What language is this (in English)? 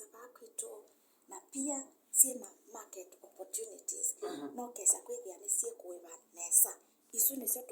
Kamba